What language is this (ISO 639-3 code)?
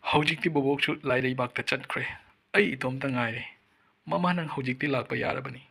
mni